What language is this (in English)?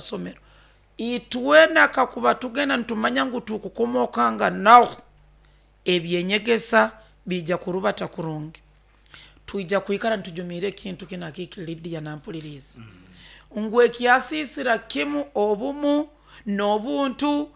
Nyoro